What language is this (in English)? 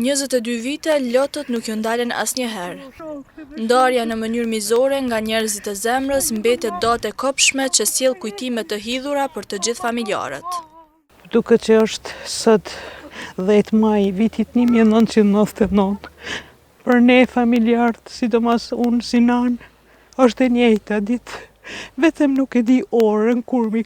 Albanian